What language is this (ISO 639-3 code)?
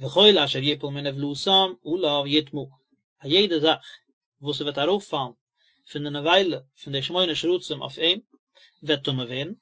yid